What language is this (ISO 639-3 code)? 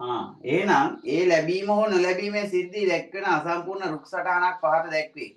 sin